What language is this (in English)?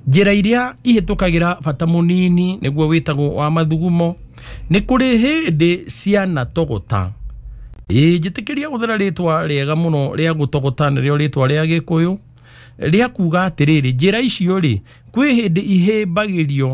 Kikuyu